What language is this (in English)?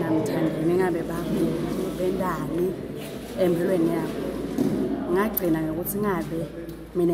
Swati